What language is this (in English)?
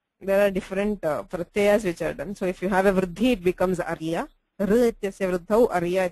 Sanskrit